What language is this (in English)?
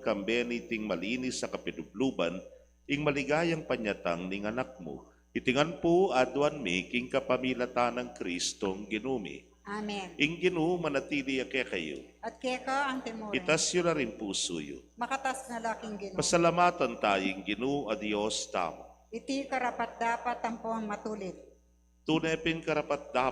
Pampanga